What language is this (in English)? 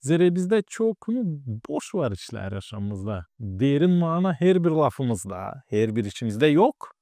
Gagauz